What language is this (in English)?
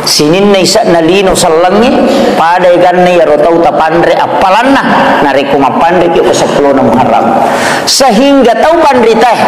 Buginese